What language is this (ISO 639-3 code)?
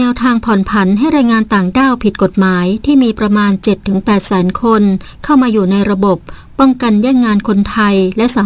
tha